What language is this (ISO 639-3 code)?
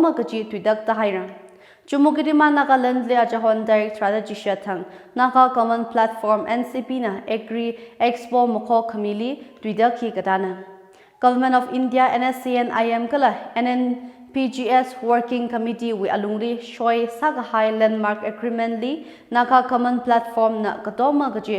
nmf